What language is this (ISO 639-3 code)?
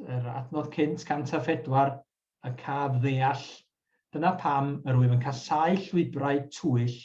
cym